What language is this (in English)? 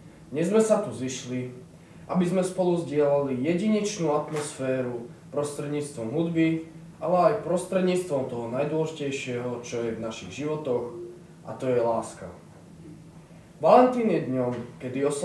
Slovak